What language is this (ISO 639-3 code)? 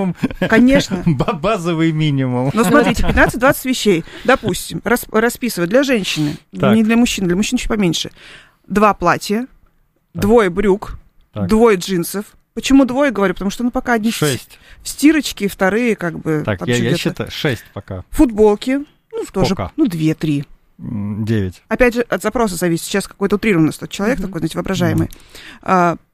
rus